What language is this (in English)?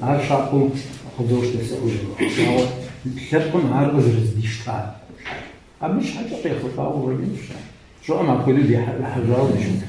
Kabardian